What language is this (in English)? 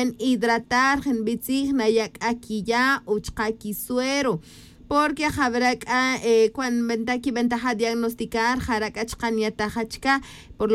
Tz'utujil